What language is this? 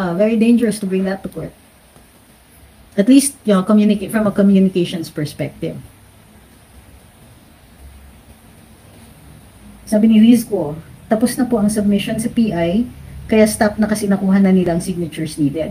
Filipino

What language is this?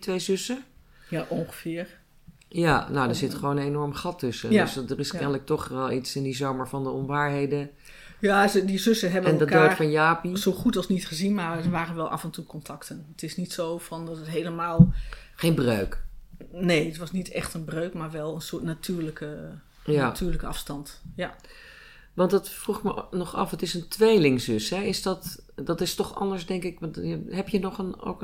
Dutch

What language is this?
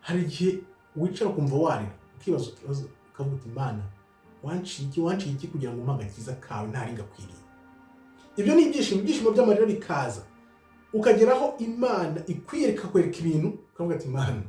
Kinyarwanda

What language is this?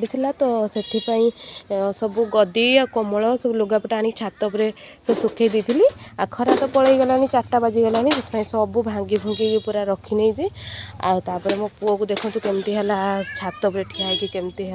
Odia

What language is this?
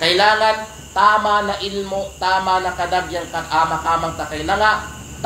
Kalagan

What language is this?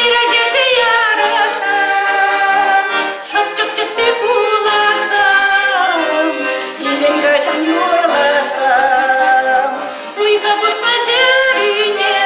Chuvash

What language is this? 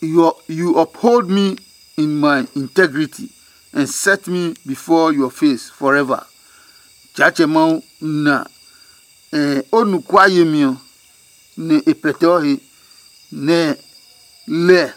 Adangme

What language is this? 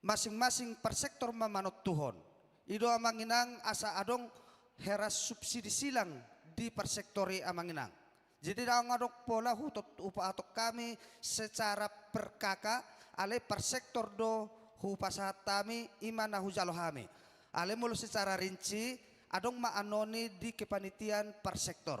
Batak Toba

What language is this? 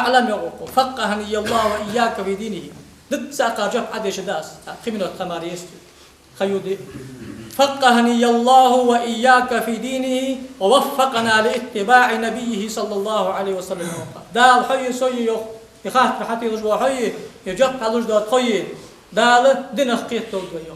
Ingush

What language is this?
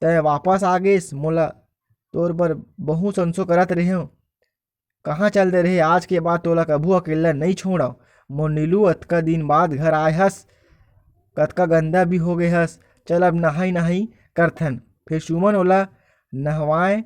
Chhattisgarhi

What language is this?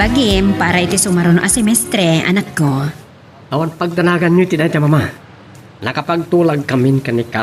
Iloko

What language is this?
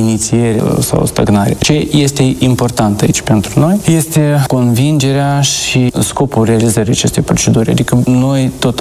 Romanian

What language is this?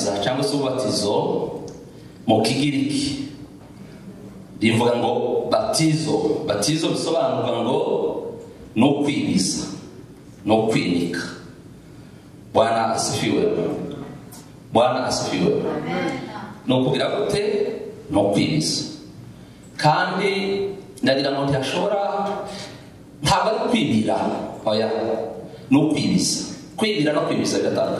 Kinyarwanda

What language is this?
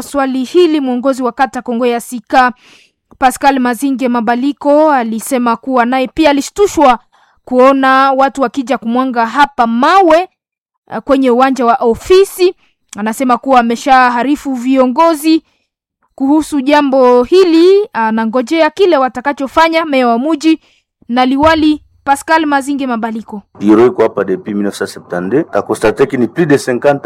Swahili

